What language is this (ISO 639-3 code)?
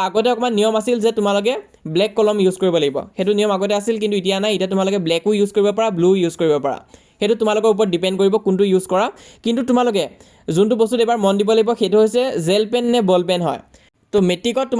asm